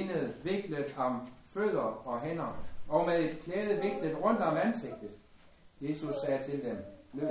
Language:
Danish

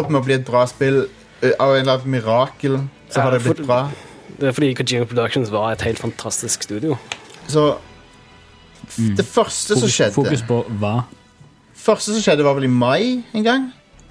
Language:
Norwegian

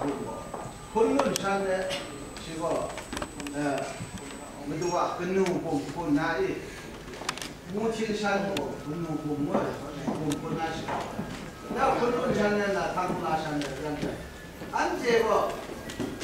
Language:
Chinese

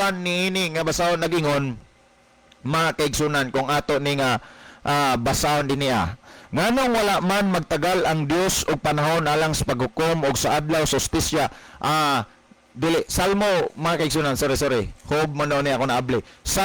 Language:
Cebuano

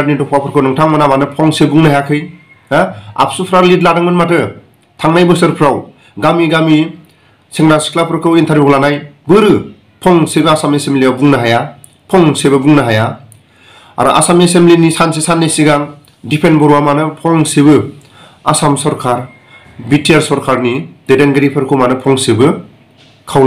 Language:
Bodo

